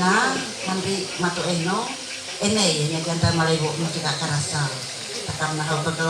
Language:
Ma'anyan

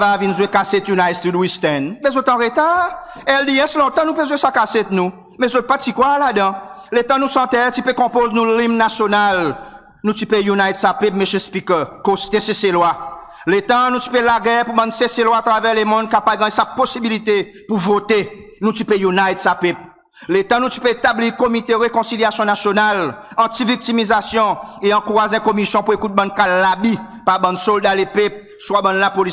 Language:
Seselwa Creole French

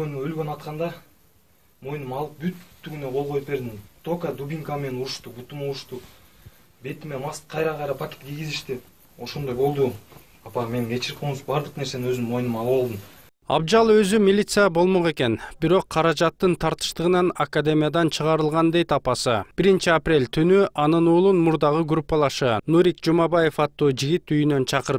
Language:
Kyrgyz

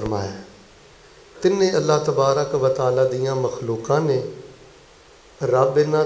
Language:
Western Panjabi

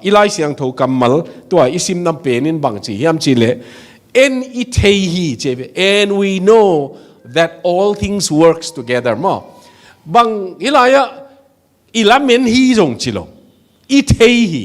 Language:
Tedim Chin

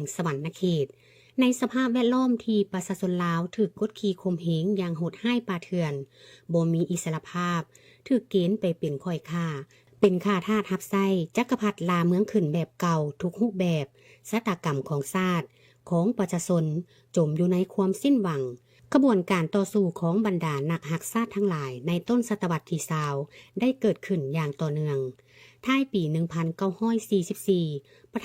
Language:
Lao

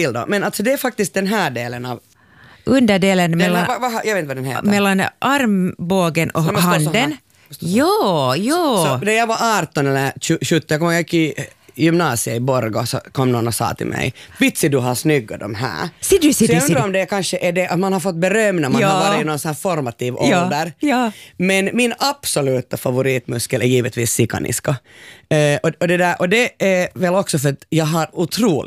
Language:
Swedish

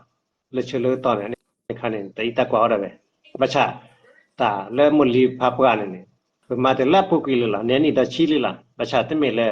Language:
S'gaw Karen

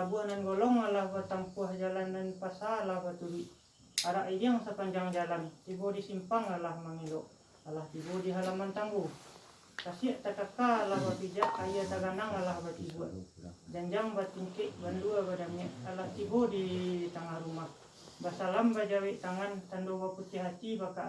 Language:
Minangkabau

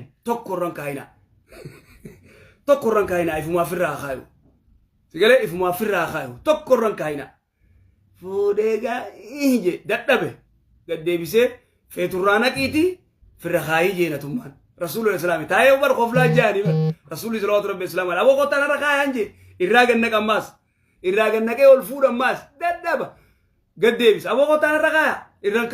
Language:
Oromo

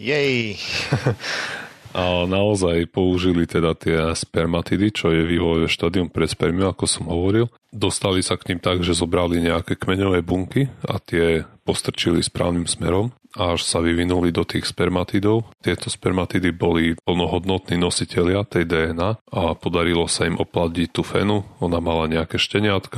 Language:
Slovak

